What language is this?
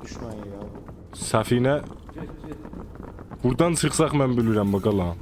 South Azerbaijani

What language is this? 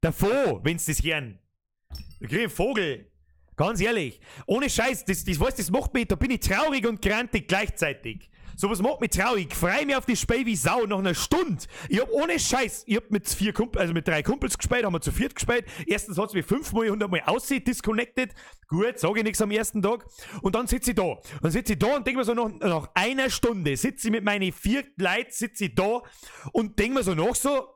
Bavarian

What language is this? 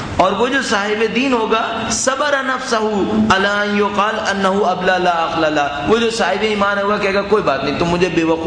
Urdu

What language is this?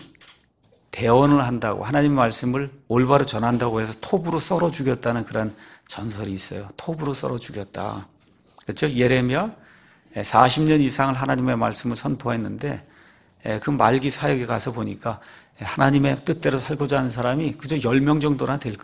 Korean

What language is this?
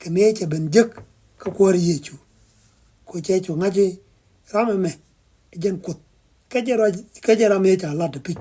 Nuer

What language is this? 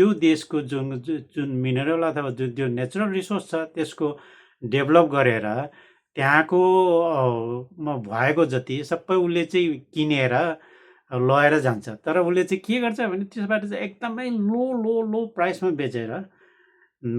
Nepali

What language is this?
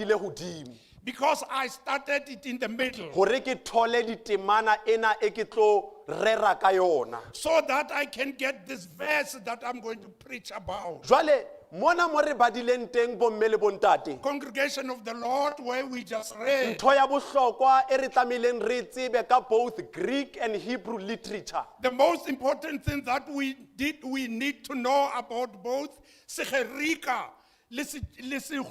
Southern Sotho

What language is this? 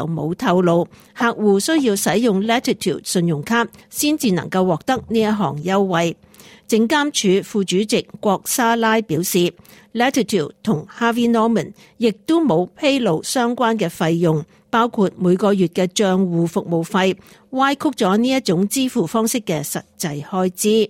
Cantonese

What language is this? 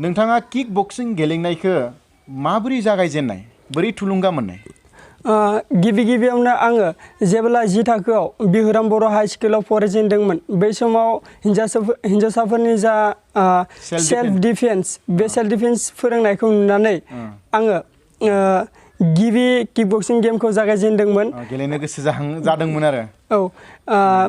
Bodo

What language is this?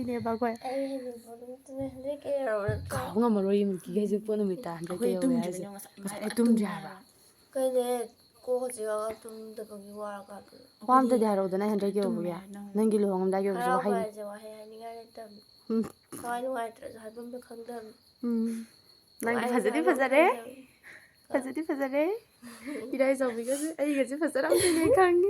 Manipuri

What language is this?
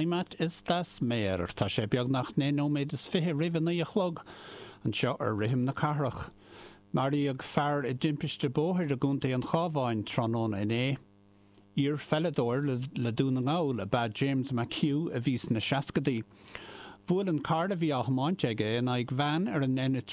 Irish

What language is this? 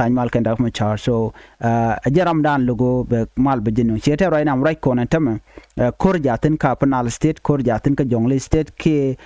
Nuer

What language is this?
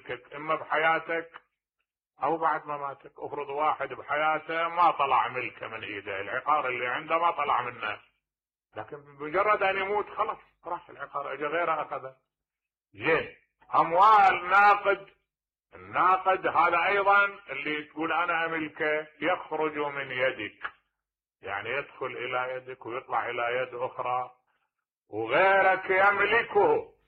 Mesopotamian Arabic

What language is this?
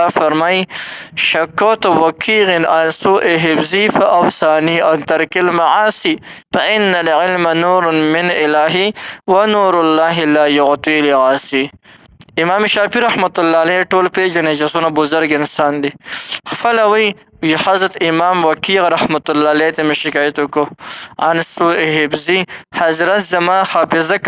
Pashto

